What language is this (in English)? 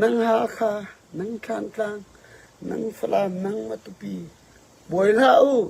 Falam Chin